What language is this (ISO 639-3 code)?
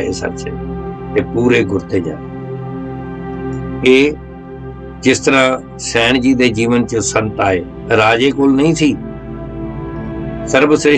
pan